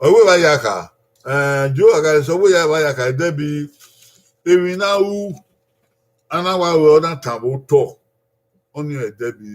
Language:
Bini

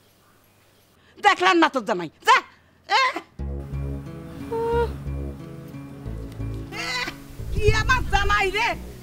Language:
Bangla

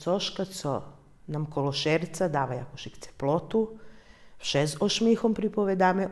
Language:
Rusyn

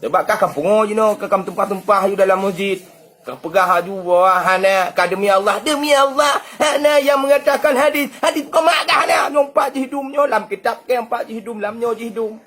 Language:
Achinese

